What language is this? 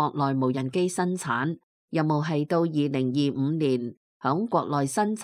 Cantonese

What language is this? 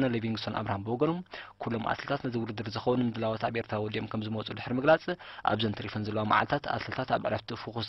Tigrinya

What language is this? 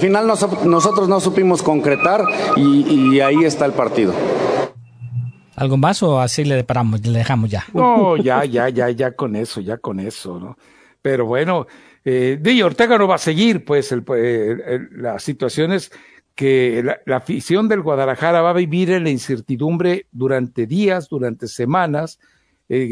Spanish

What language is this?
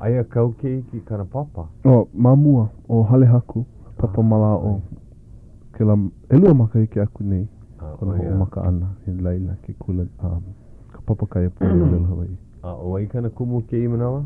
Hawaiian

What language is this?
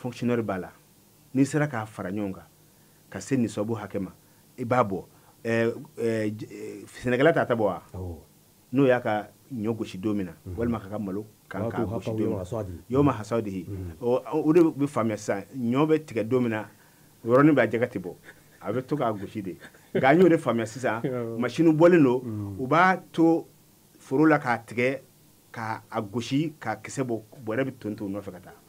Bambara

